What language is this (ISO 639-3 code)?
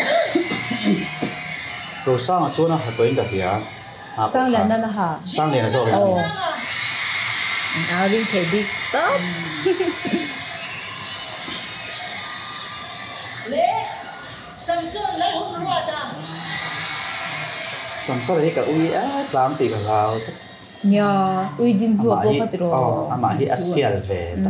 vie